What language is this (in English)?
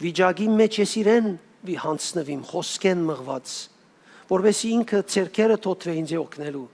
Western Armenian